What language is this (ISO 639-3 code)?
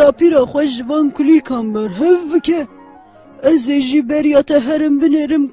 kur